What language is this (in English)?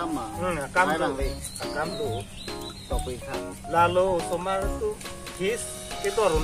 Karbi